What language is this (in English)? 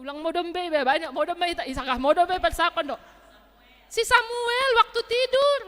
Batak Simalungun